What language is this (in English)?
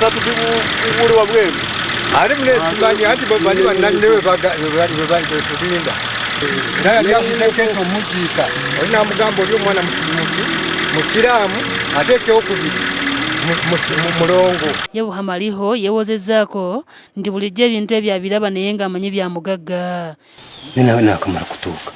Ganda